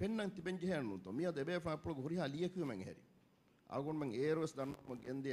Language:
Divehi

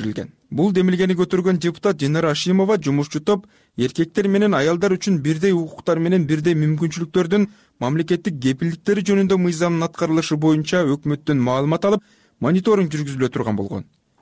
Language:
Kyrgyz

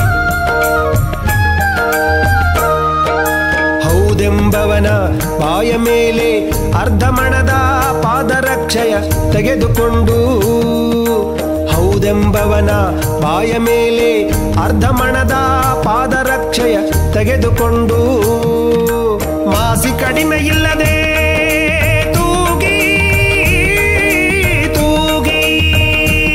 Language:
Kannada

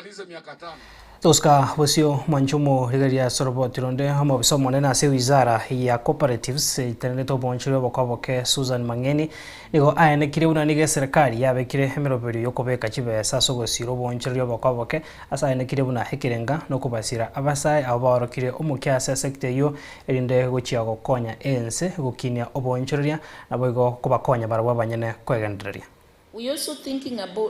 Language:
Gusii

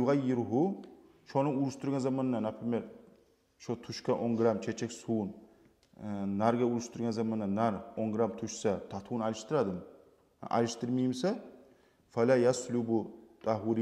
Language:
Kumyk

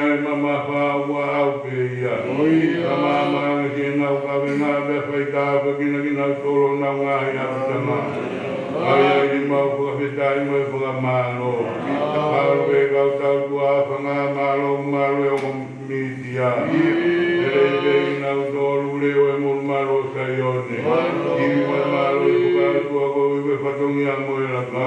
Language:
Tongan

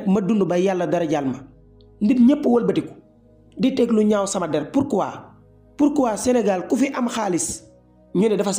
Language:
Wolof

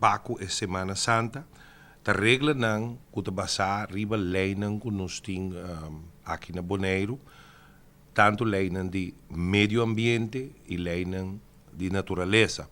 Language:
Papiamento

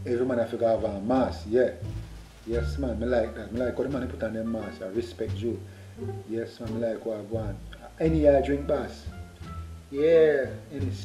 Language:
Jamaican Creole English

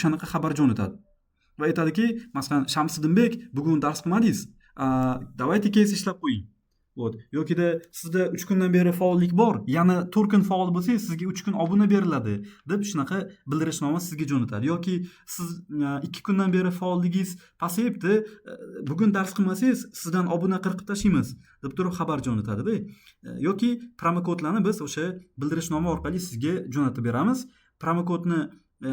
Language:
Uzbek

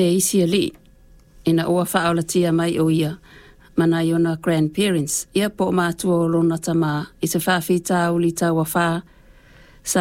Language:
Samoan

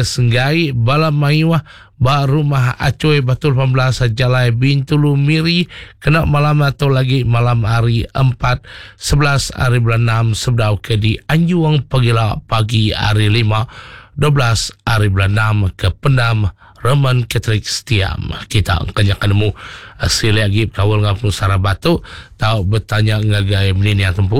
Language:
Iban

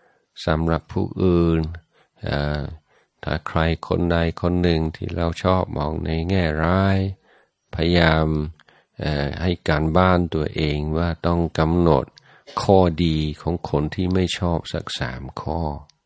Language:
Thai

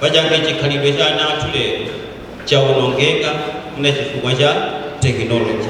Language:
Nyanja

